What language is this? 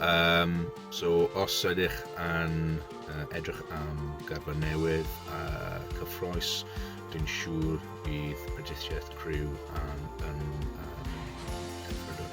Welsh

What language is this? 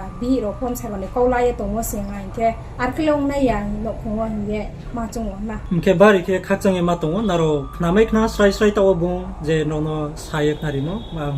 Riang (India)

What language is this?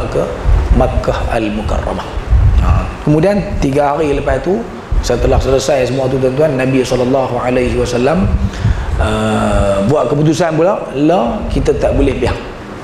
Malay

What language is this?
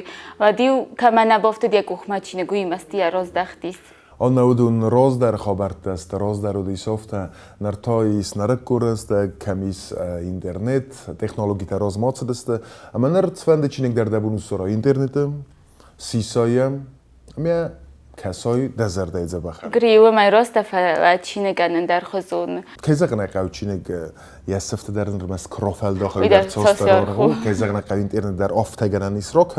Ossetic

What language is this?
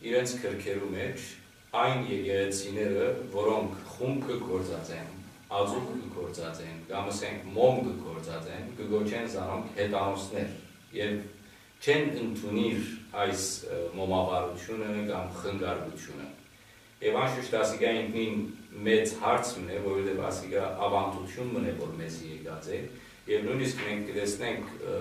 Western Armenian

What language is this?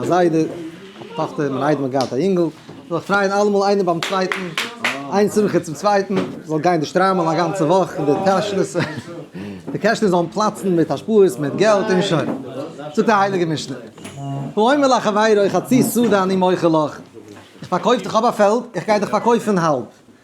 Yiddish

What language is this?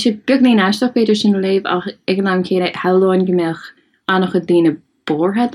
Irish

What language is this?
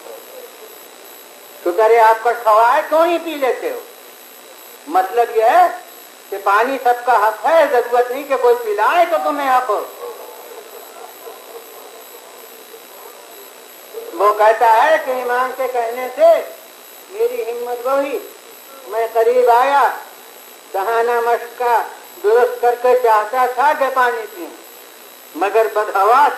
Urdu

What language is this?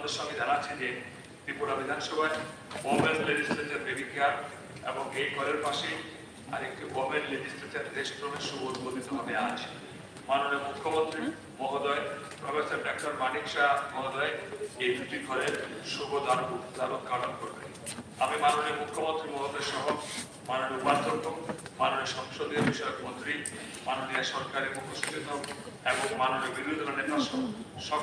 Bangla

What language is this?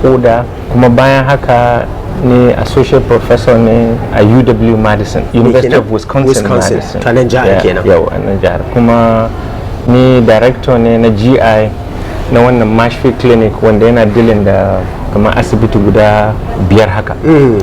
Hausa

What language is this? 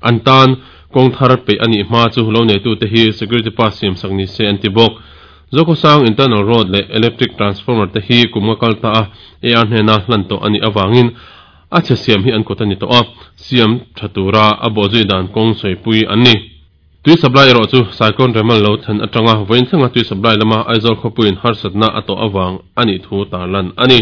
Mizo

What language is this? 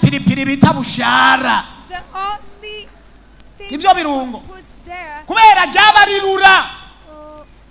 Rundi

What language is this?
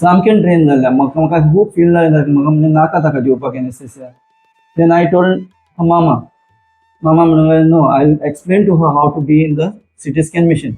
Konkani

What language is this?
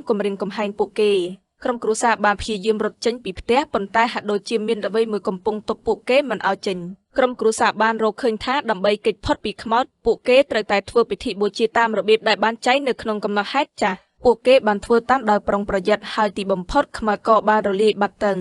Khmer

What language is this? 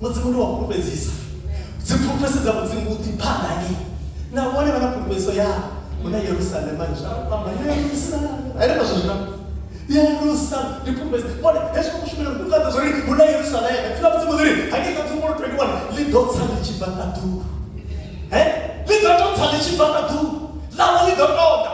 Venda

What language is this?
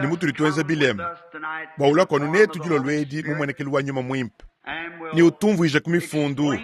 Luba-Lulua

